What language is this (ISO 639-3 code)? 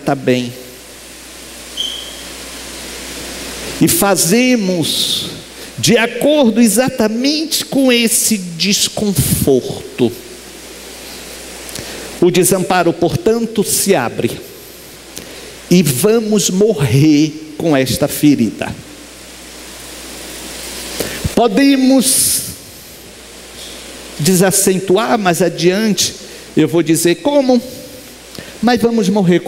por